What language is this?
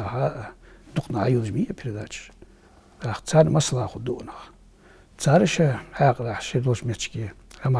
Ingush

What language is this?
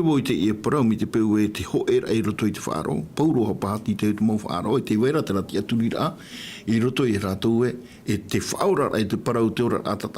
Tahitian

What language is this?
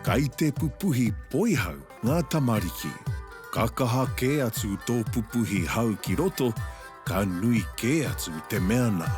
Māori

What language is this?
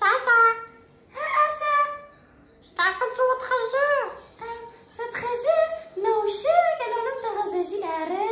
Adyghe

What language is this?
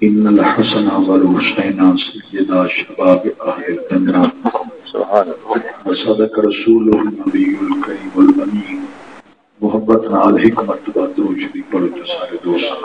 Saraiki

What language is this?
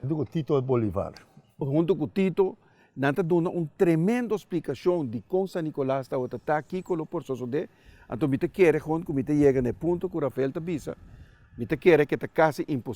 Papiamento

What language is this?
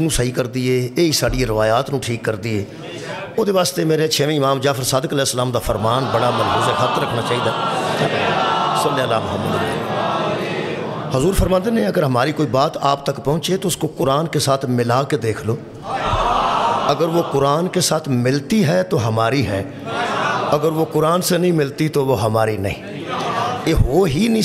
Urdu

